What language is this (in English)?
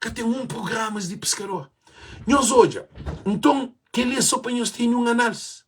Kabuverdianu